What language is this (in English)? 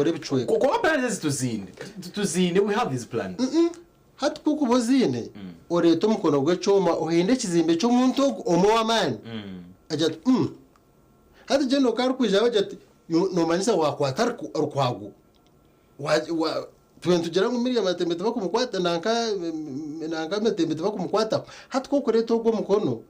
Nyankole